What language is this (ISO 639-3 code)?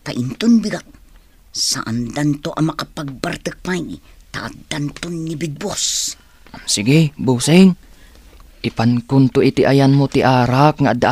ilo